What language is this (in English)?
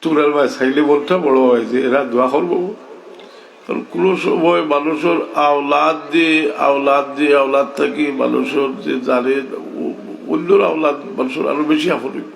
Sylheti